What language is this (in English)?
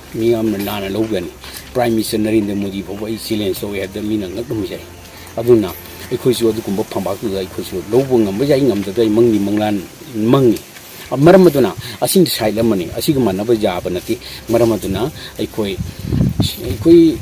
Manipuri